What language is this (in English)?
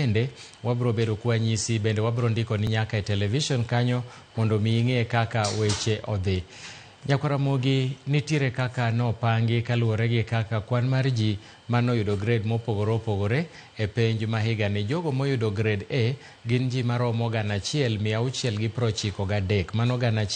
Luo (Kenya and Tanzania)